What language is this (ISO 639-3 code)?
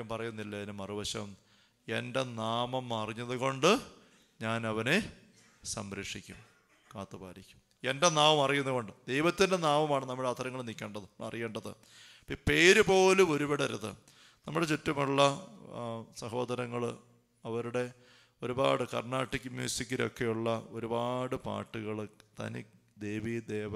mal